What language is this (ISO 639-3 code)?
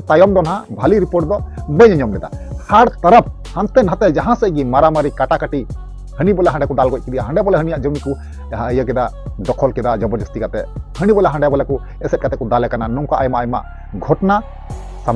sat